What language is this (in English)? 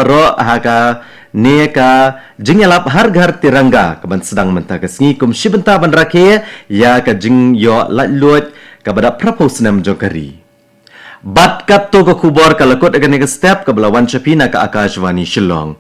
Khasi